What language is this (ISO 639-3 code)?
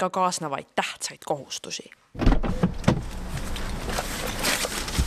est